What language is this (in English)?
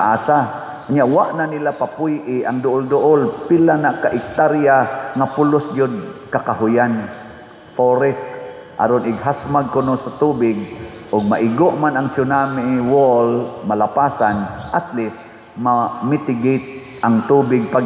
Cebuano